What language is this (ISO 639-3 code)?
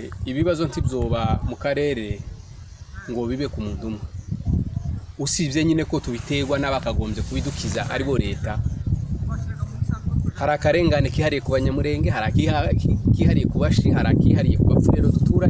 kin